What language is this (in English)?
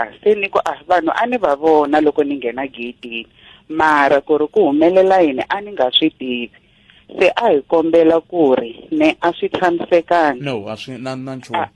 Tsonga